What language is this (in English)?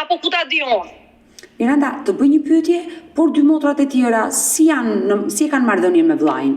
Albanian